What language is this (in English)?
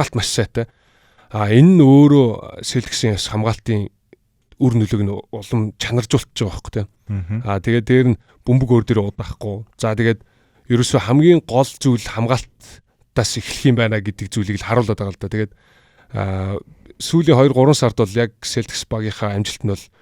Mongolian